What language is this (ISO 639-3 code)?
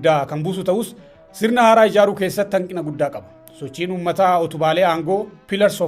orm